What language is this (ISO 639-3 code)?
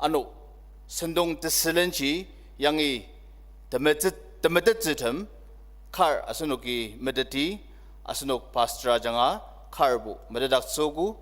njo